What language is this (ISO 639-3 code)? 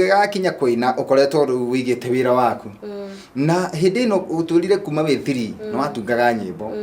kik